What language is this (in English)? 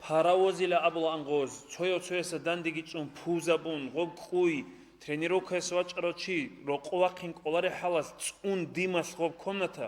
Avaric